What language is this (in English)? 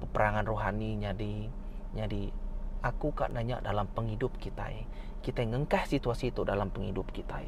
Iban